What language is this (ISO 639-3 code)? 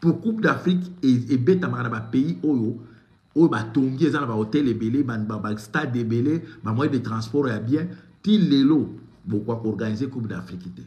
lin